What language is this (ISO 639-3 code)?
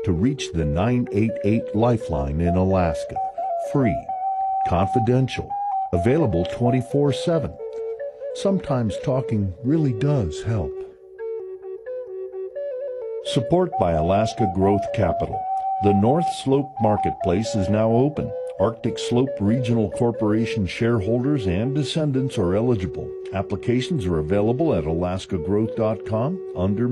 eng